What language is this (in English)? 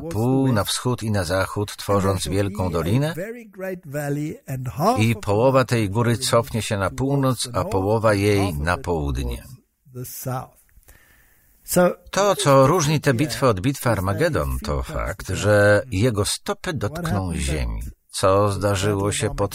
Polish